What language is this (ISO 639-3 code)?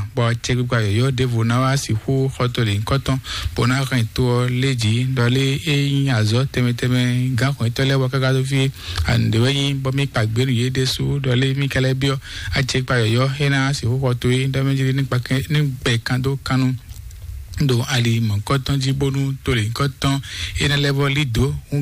fon